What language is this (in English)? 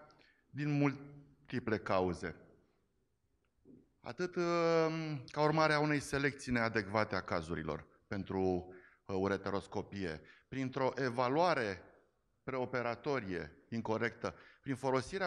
Romanian